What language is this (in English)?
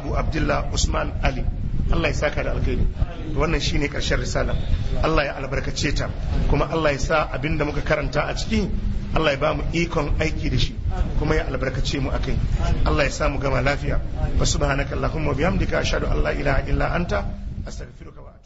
Hausa